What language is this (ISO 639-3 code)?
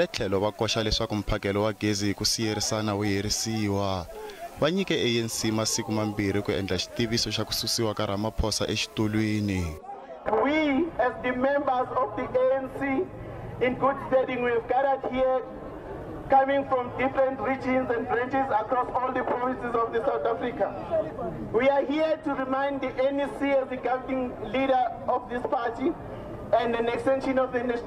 tso